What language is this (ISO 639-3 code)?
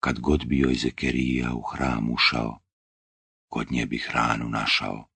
bos